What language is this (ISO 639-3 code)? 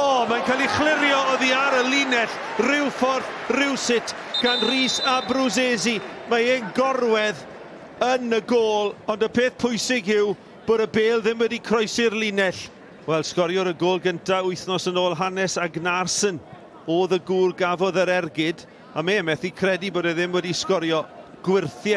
cym